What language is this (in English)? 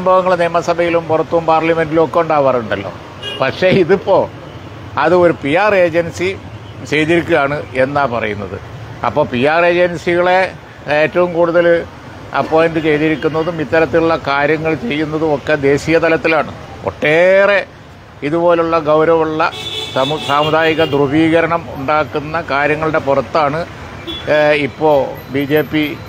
Malayalam